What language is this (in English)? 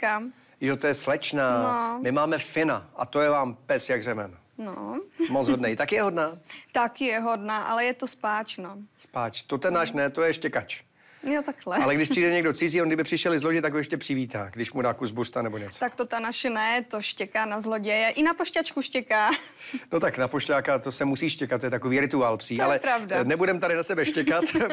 Czech